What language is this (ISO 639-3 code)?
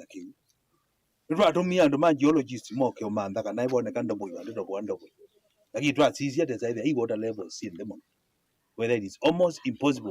kam